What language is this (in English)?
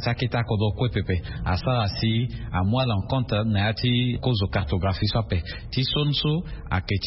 Sango